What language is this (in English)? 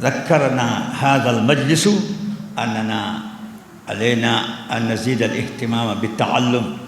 Fula